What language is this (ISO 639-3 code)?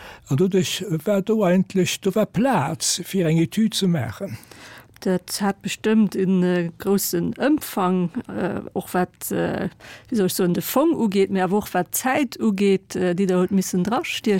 ltz